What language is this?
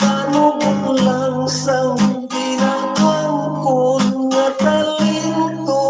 Hiligaynon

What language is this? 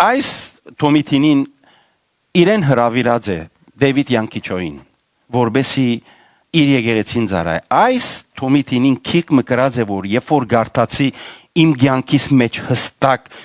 Western Armenian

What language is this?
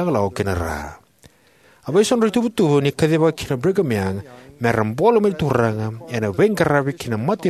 Fijian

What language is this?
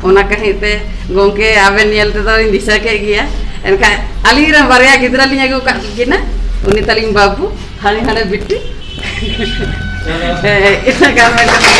Santali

